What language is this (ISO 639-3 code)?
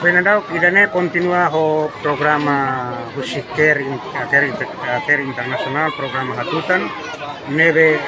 tet